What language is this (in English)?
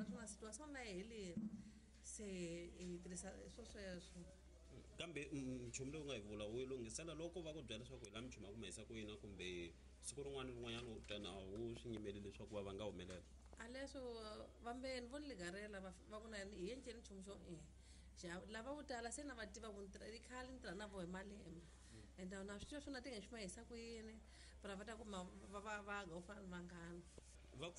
Tsonga